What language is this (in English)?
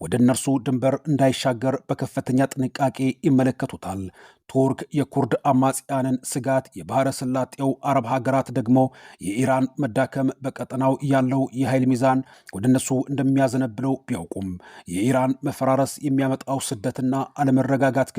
Amharic